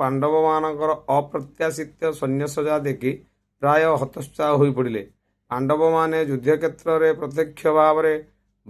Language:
Odia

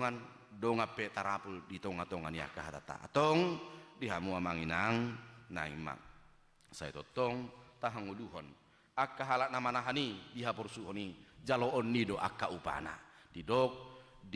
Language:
Batak Toba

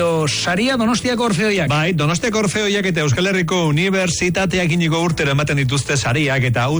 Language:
Basque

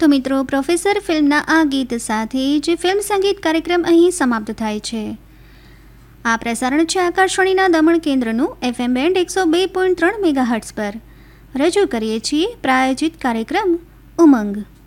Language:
Gujarati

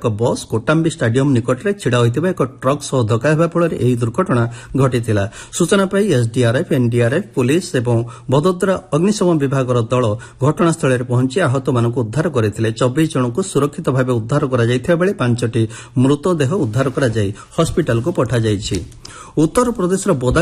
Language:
Odia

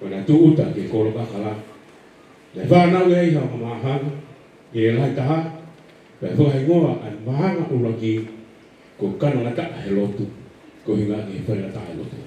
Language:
Tongan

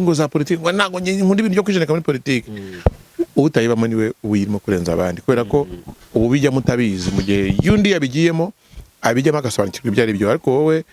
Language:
Kinyarwanda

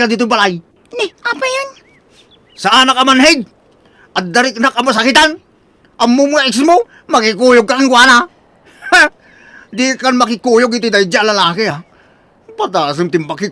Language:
Iloko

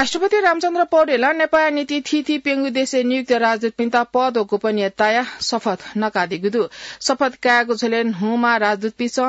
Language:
Newari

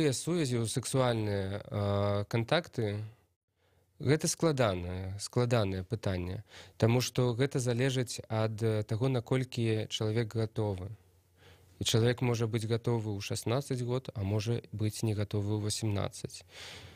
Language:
Belarusian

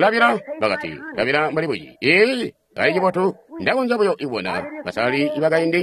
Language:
Tonga (Zambia)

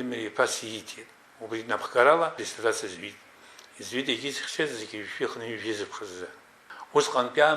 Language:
Abkhazian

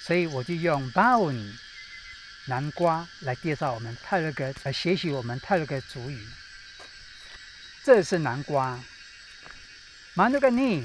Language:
Taroko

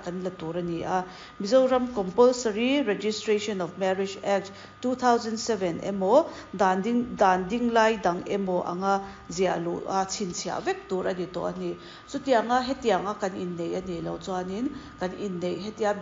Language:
Mizo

